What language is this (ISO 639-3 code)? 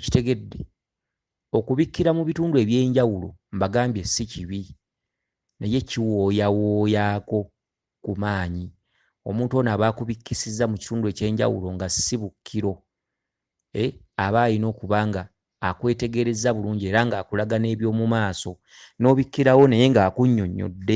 lug